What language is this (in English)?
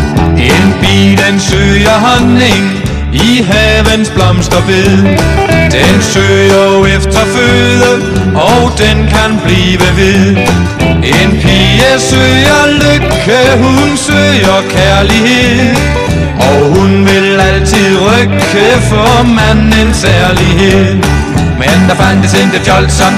Danish